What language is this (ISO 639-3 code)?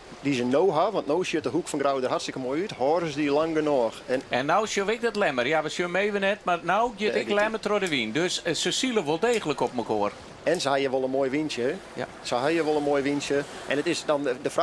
fry